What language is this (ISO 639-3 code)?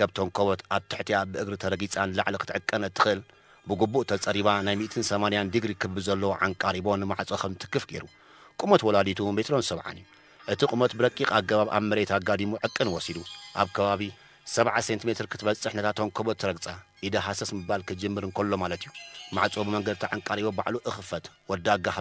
tir